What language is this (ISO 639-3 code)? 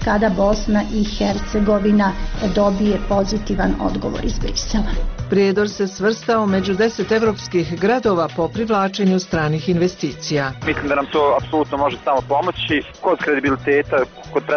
bos